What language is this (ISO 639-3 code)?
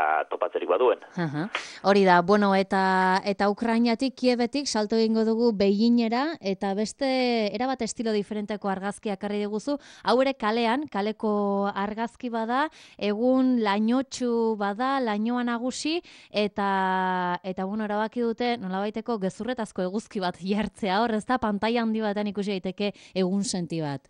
eus